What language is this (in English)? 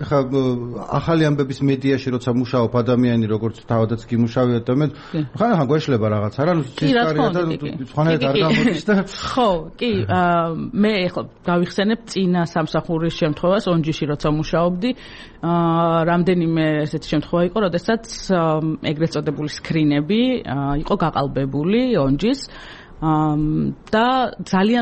Georgian